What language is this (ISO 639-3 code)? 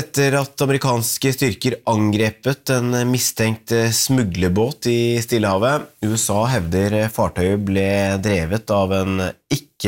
nor